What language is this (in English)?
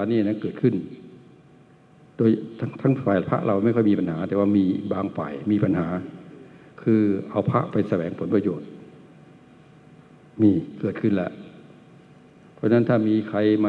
Thai